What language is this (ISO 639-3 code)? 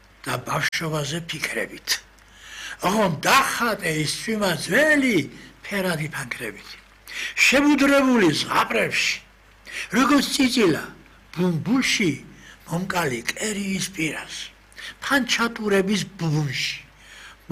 kat